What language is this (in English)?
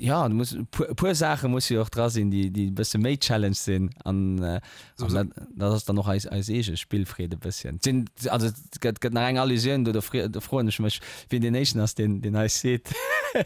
Luxembourgish